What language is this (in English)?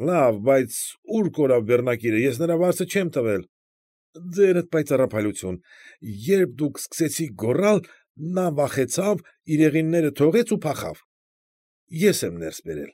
Armenian